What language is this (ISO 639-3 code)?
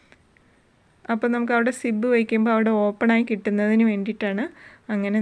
mal